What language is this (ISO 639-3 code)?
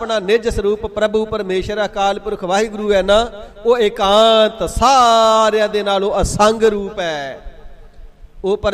pan